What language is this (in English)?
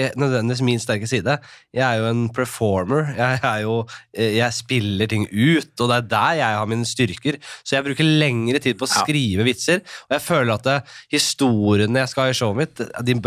Norwegian